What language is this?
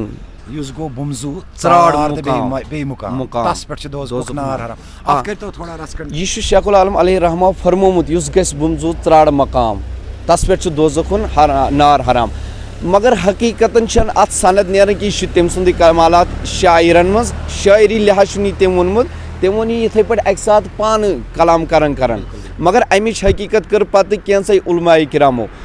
Kashmiri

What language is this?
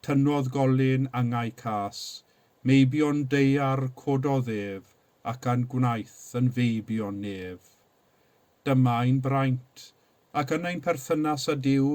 Welsh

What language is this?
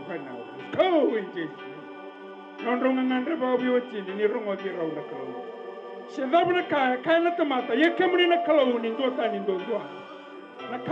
Fijian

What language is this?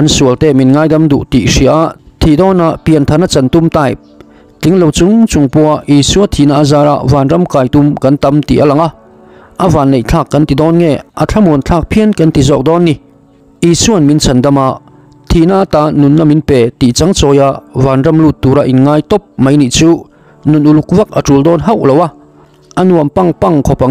Mizo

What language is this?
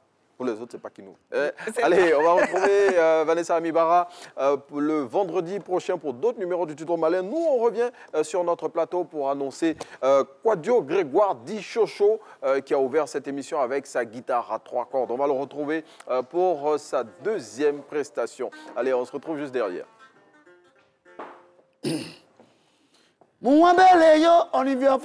French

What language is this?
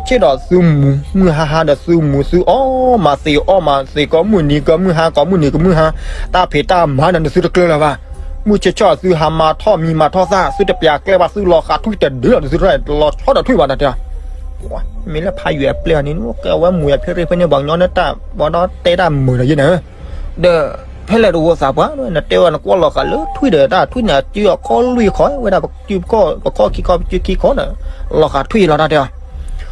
S'gaw Karen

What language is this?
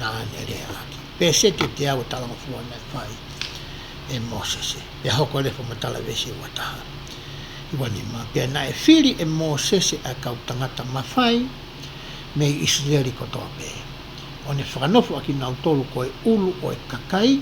Tongan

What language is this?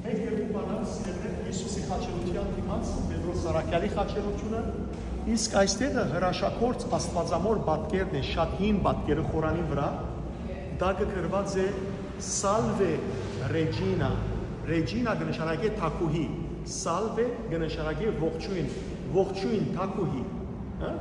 Western Armenian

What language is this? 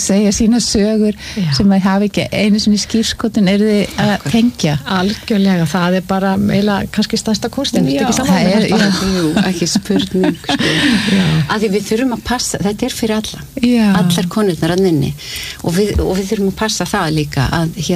Icelandic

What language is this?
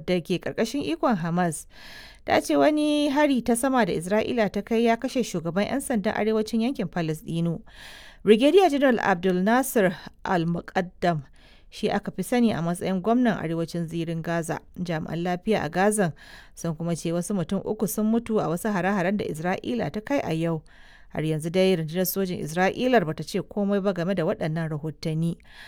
Hausa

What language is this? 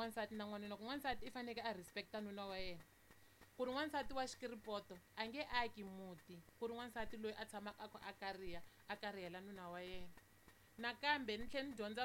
Tsonga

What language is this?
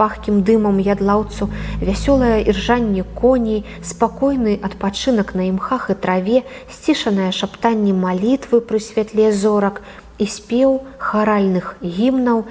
Belarusian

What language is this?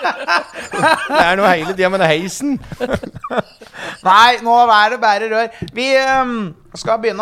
Norwegian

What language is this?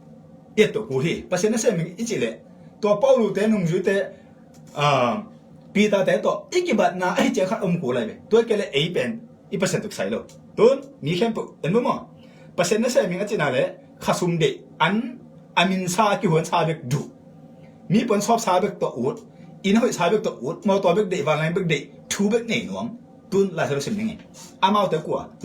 Tedim Chin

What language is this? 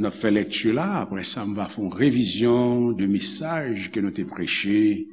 Haitian Creole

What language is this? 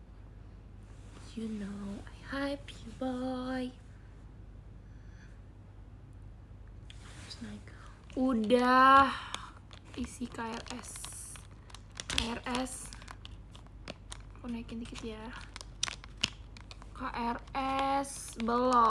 Indonesian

